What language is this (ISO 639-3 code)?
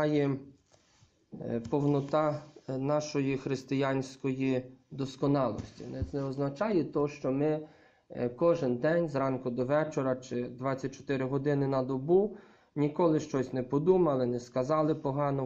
ukr